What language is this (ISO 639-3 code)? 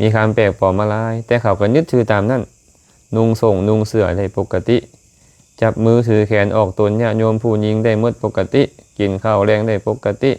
lao